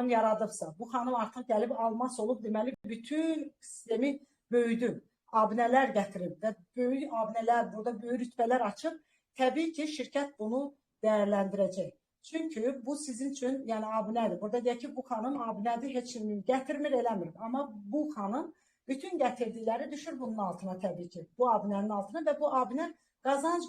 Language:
Azerbaijani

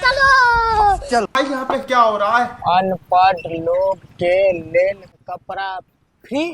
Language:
Maithili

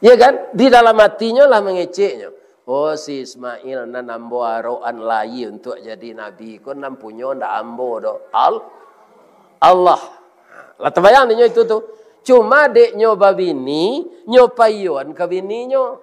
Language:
Minangkabau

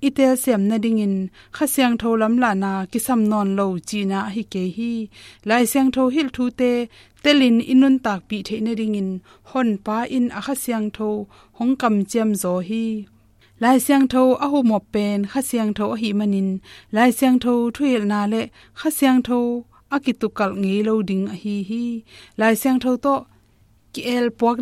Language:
Tedim Chin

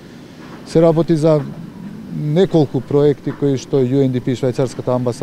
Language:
Macedonian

